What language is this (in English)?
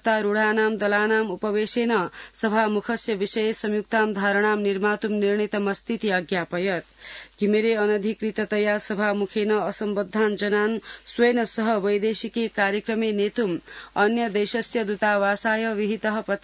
Sanskrit